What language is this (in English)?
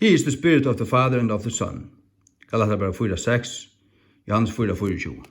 Faroese